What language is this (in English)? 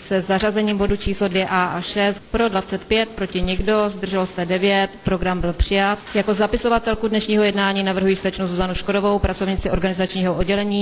Czech